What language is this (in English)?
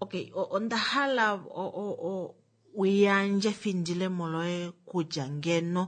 Kuanyama